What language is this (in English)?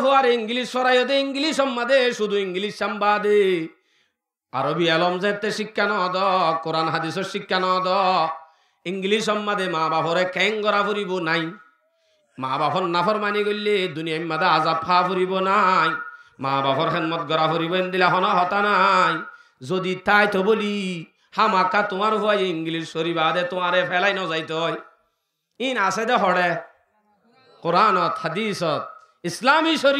Rohingya